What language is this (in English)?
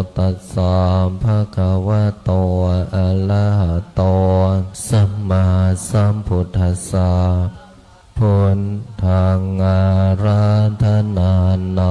Pali